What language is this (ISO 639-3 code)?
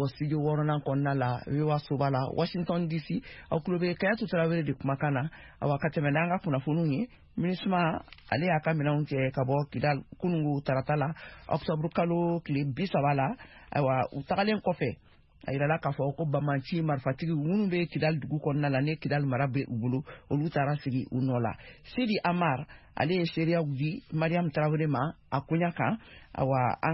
bam